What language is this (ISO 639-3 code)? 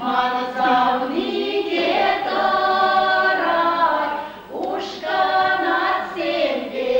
chv